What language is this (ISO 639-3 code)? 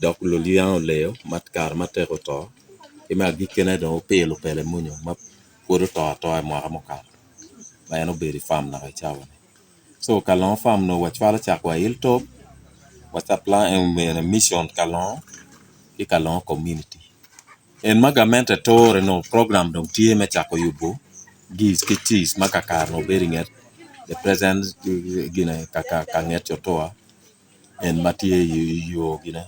ach